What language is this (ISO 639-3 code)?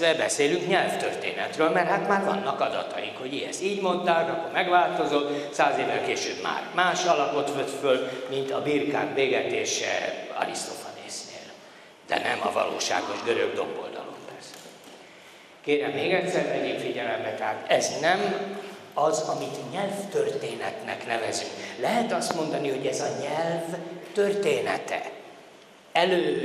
hun